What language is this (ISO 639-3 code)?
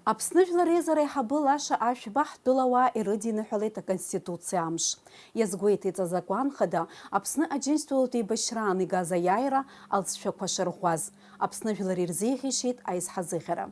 abk